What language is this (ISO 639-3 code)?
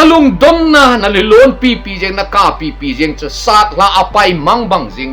tcz